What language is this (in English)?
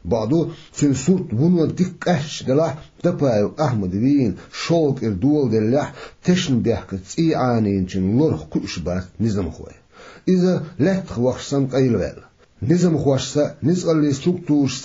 Chechen